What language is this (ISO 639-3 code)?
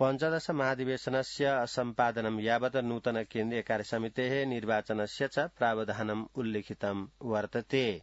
san